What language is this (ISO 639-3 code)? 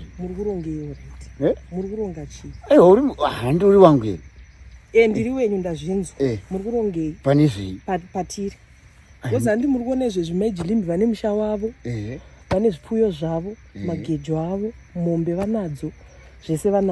sna